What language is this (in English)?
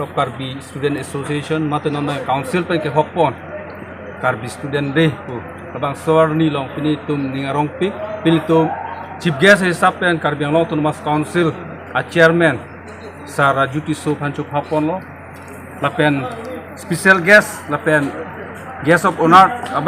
Karbi